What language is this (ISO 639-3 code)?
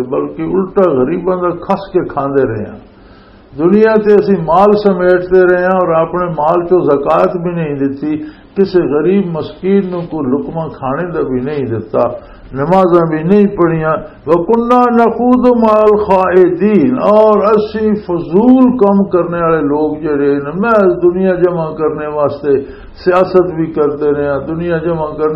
lah